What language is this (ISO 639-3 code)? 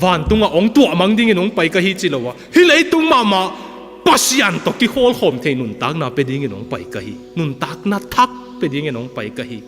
ctd